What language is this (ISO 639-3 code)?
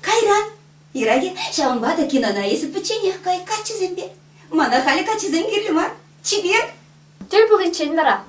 chv